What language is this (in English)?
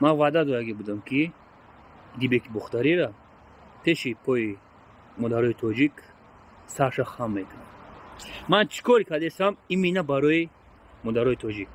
Tajik